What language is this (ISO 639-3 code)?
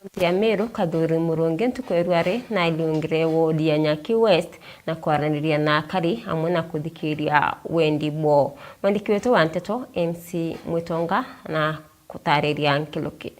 mer